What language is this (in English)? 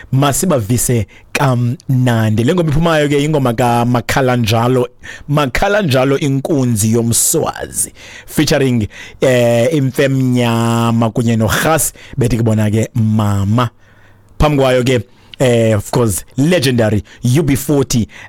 Xhosa